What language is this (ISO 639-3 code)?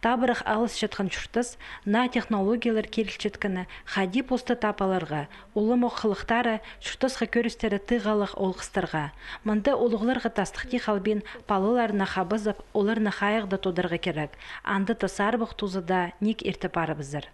kjh